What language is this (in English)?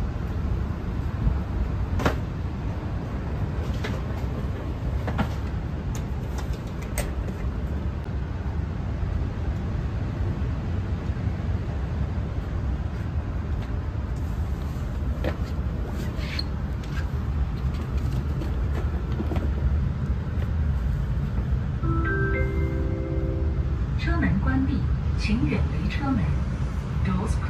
Chinese